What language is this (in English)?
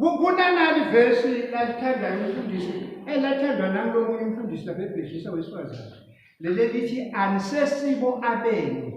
Swati